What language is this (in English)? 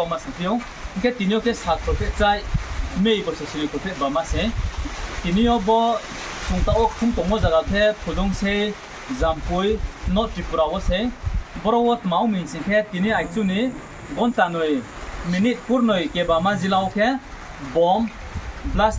Riang (India)